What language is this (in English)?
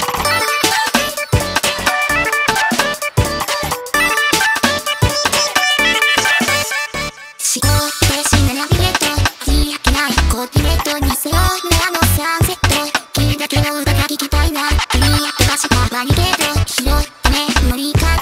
Japanese